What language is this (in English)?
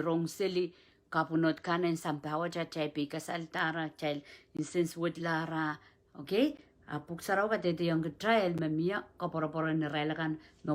Pohnpeian